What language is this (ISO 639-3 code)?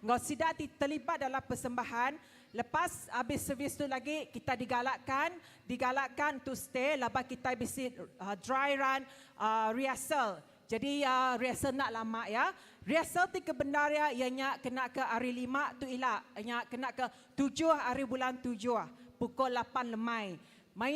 iba